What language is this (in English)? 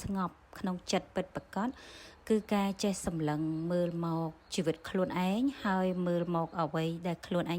Khmer